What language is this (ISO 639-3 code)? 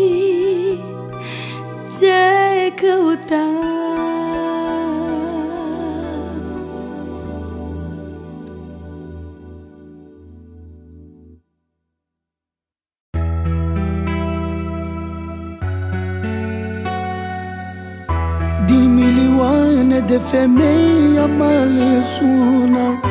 ron